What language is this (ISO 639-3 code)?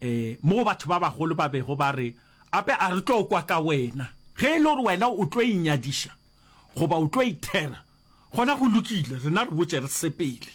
nso